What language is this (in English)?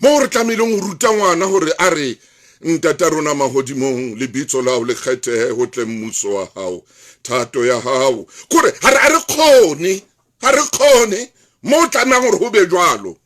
Southern Sotho